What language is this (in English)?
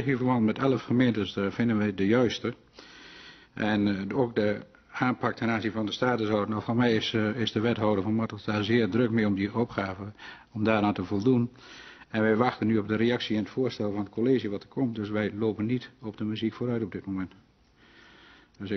Dutch